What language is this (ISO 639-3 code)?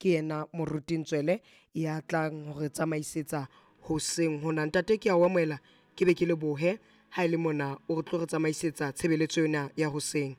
sot